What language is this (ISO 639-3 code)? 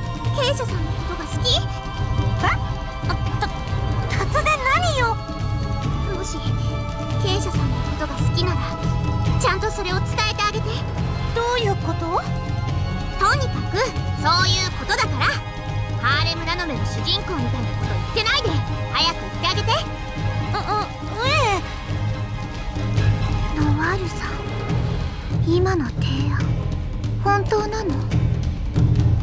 jpn